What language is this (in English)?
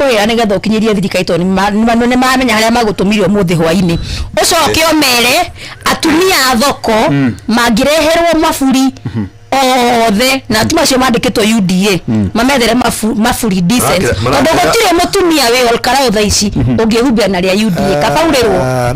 Kikuyu